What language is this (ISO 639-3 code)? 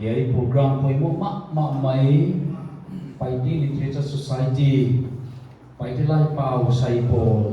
pck